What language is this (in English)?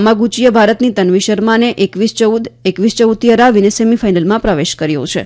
Gujarati